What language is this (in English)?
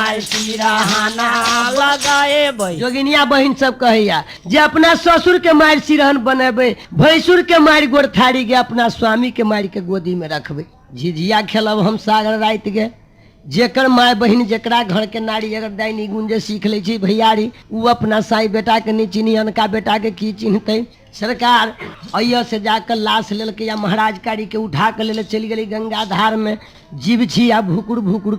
Maithili